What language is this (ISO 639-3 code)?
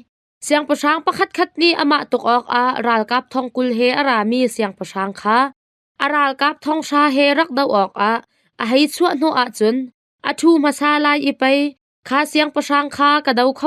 cnh